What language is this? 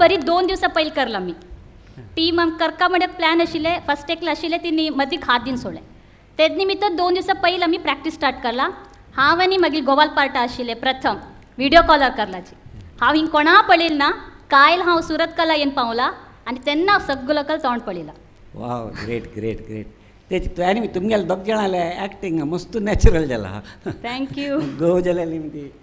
Konkani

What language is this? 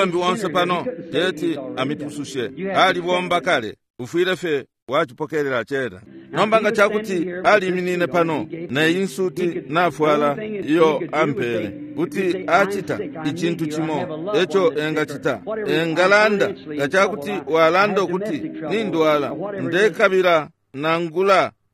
Bemba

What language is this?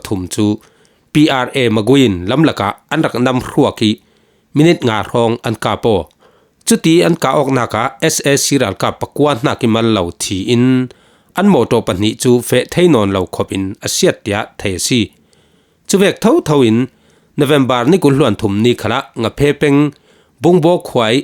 Falam Chin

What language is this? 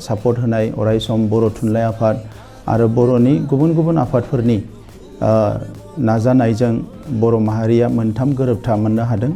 Bodo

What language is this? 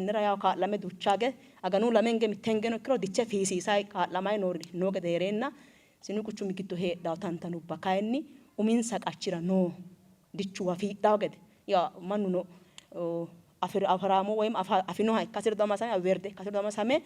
Sidamo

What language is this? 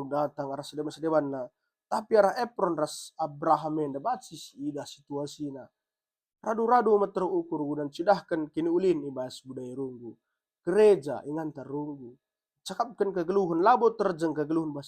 Batak Karo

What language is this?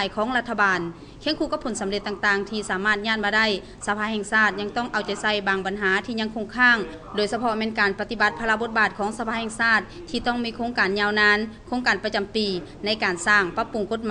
Lao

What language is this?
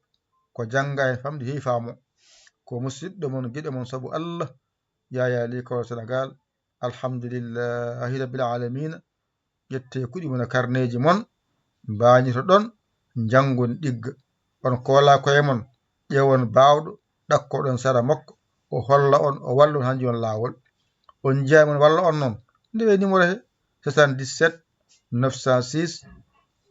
Fula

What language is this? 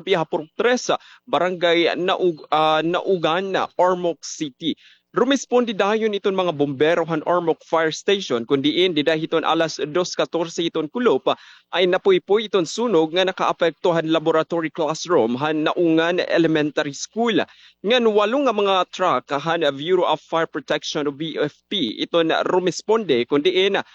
Waray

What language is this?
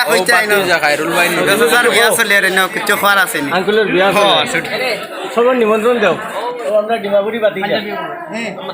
Sylheti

